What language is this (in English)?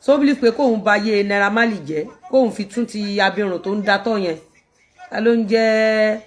Yoruba